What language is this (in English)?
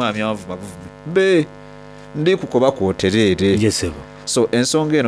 Soga